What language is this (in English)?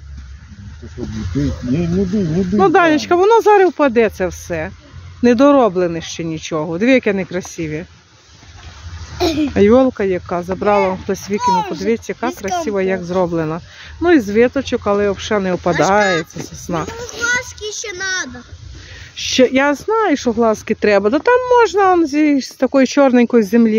Ukrainian